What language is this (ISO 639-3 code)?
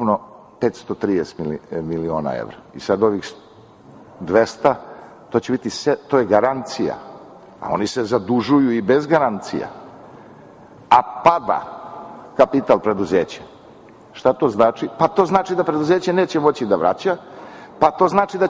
srp